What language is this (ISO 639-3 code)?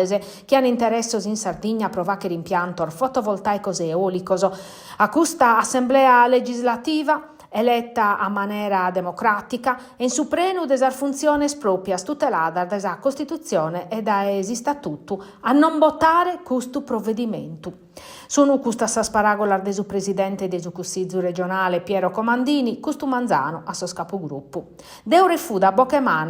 srd